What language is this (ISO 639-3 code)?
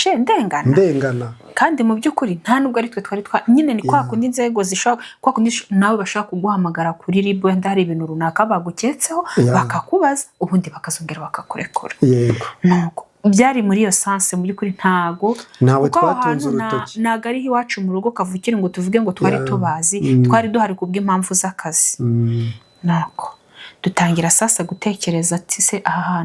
kin